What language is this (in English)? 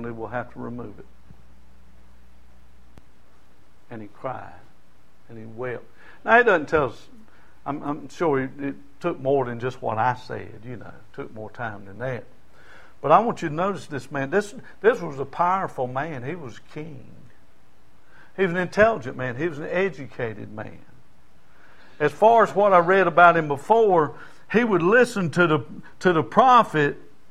English